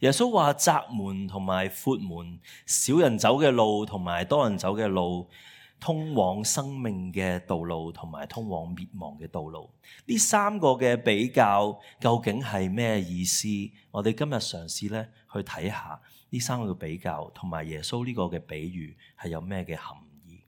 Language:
Cantonese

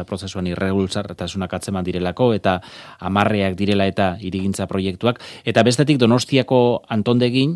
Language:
Basque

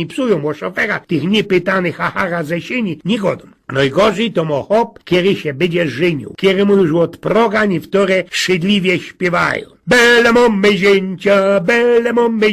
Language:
Silesian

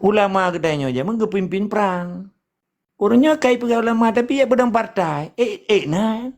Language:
Achinese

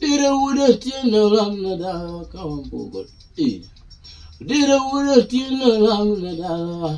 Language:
Luo (Kenya and Tanzania)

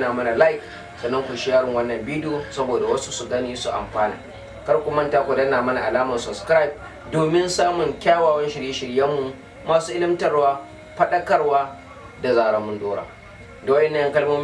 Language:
Hausa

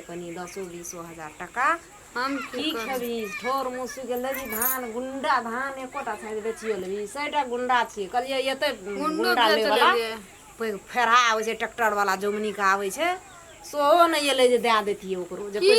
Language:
Maithili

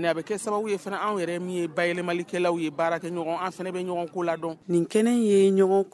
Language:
Bambara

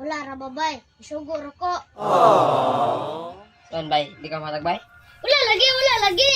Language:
Cebuano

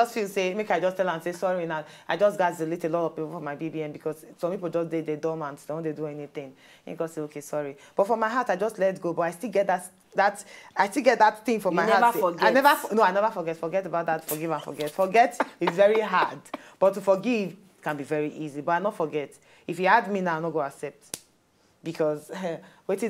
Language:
Nigerian Pidgin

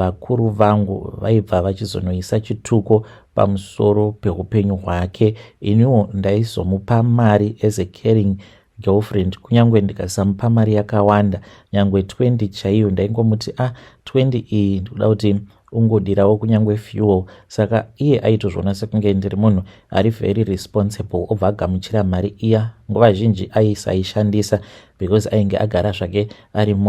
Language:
Shona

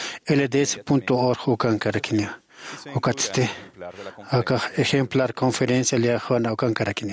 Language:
Aymara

